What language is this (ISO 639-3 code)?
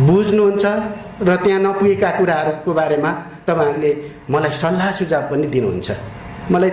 nep